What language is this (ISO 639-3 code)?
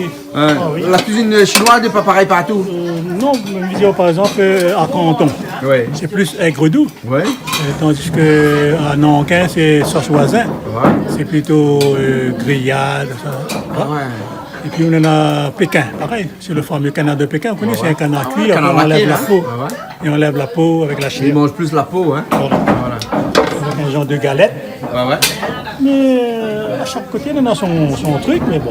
rcf